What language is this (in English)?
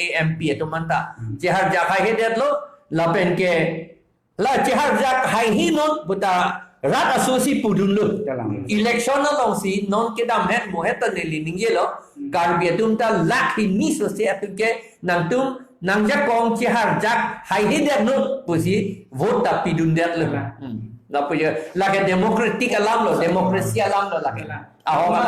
Karbi